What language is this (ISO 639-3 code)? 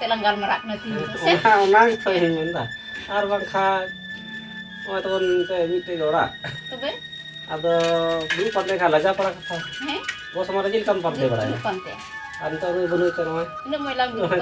sat